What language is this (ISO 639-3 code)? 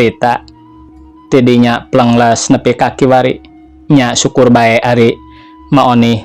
sun